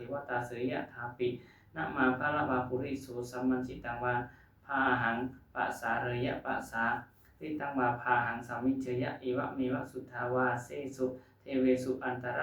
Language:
Pali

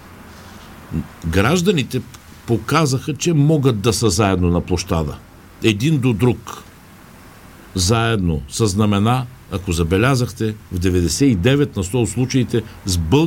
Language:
Bulgarian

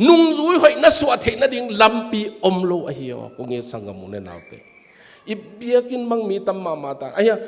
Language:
Tedim Chin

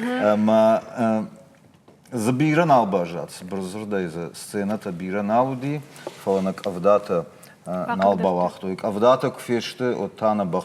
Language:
Ossetic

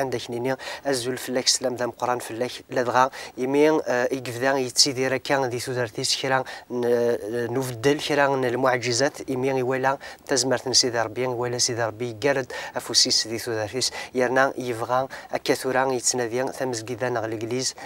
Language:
Kabyle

